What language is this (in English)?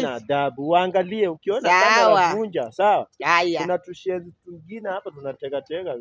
Swahili